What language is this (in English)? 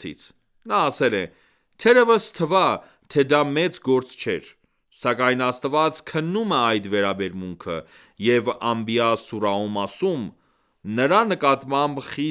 Armenian